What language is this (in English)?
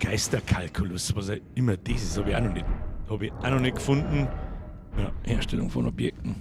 Bavarian